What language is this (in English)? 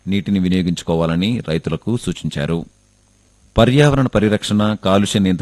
Telugu